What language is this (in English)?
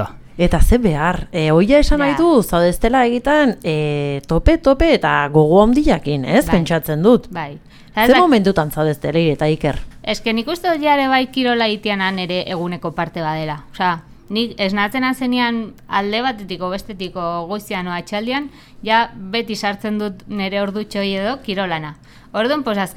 Basque